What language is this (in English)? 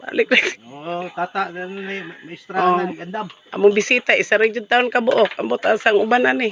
Cebuano